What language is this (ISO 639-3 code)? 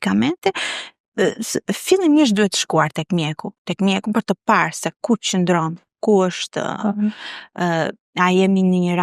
sqi